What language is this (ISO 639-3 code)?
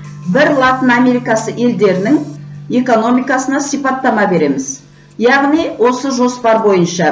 kaz